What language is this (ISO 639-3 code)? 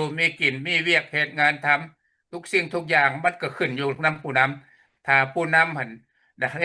lao